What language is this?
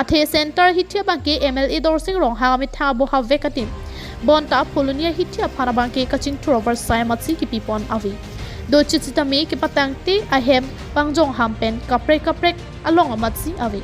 Karbi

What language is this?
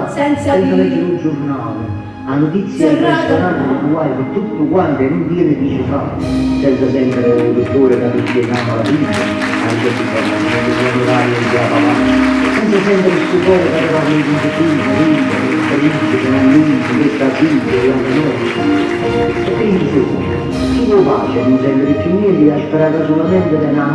Neapolitan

